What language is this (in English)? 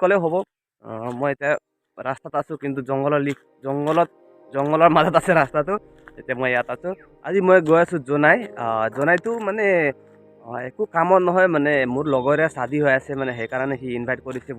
Assamese